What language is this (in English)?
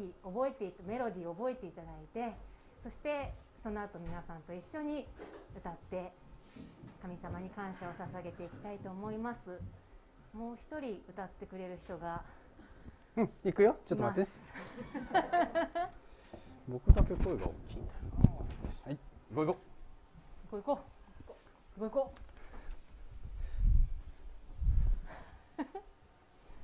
Japanese